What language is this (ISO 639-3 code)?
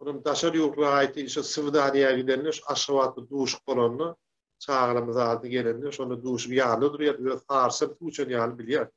tuk